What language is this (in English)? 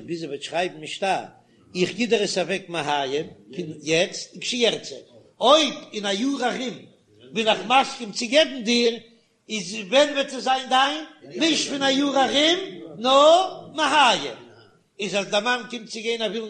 Yiddish